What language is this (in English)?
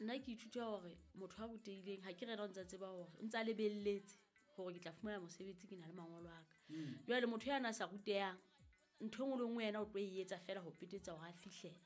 Southern Sotho